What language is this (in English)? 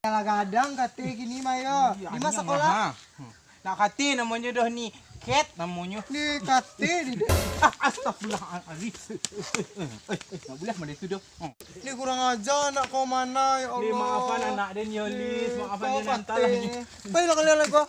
Minangkabau